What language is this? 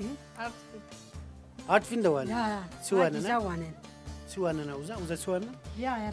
Zaza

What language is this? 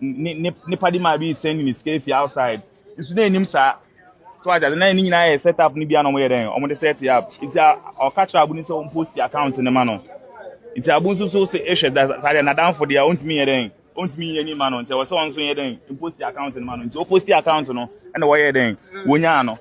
Akan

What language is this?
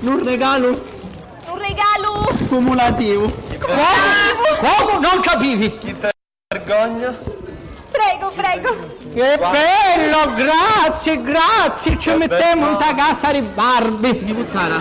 Sicilian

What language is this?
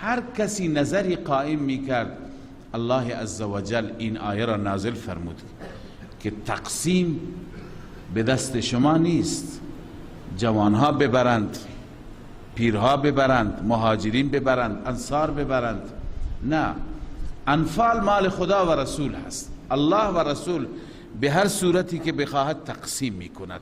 Persian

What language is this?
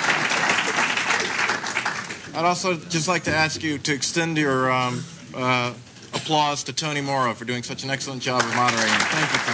English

